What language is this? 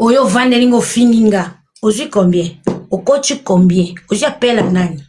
Lingala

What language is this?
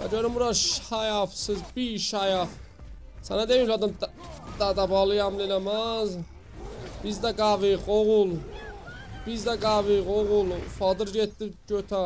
South Azerbaijani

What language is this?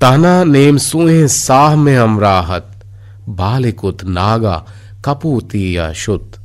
Eastern Balochi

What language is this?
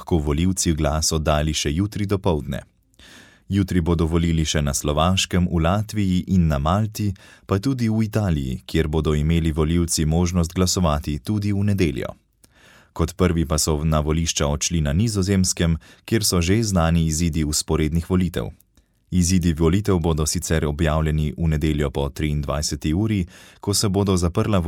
Slovenian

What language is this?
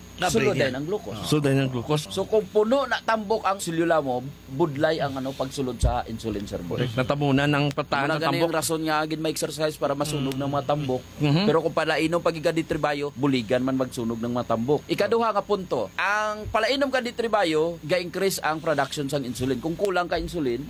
Hiligaynon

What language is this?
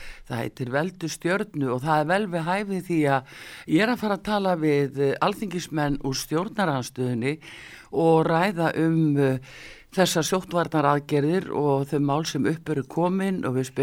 Icelandic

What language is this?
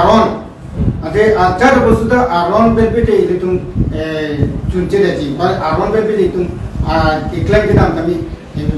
Karbi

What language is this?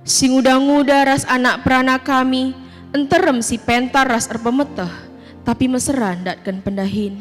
Batak Karo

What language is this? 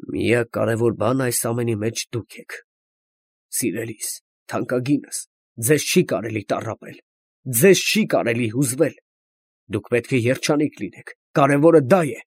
Armenian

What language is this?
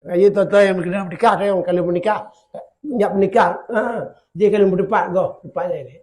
Achinese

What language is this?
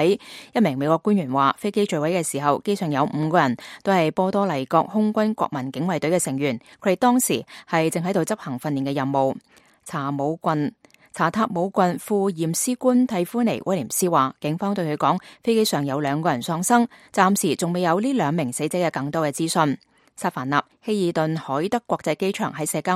Cantonese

